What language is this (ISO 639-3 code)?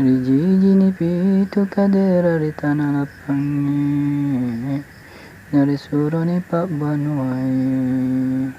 bug